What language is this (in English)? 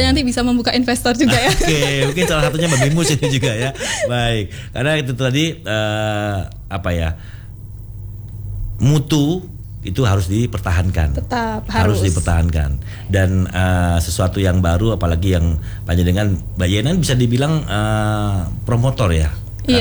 Indonesian